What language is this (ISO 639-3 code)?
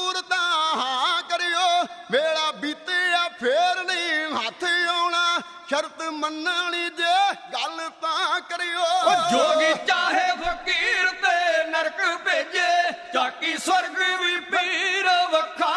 pan